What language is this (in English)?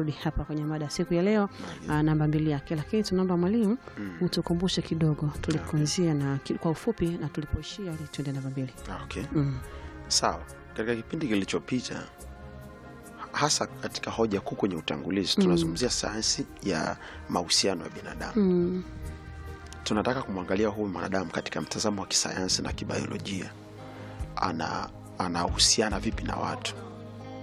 Swahili